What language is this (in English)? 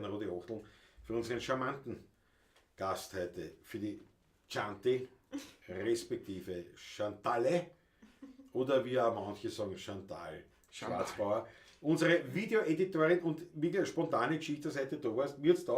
Bavarian